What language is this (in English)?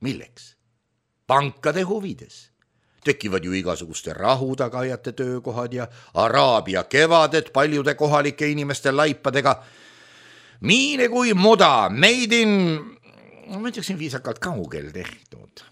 Estonian